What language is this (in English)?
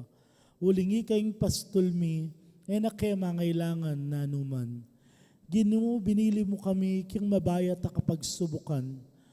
Pampanga